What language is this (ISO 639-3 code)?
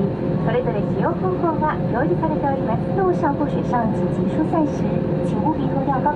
jpn